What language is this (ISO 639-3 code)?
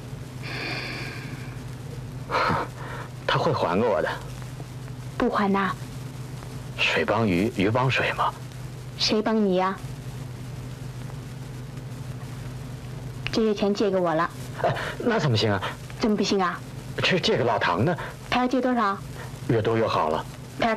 zho